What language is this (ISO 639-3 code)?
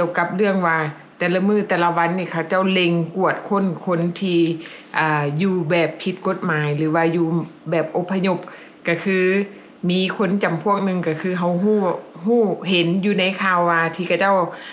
lao